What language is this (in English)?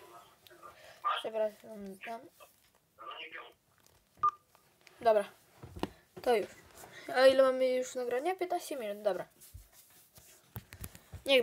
Polish